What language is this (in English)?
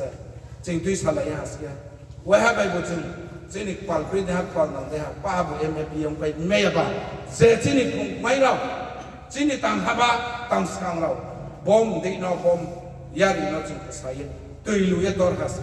Riang (India)